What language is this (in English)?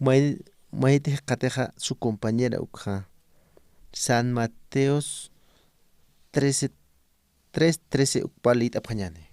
Aymara